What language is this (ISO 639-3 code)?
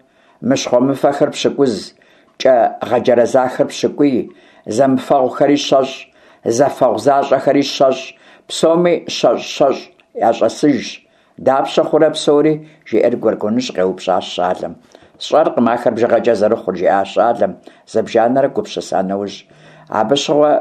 kbd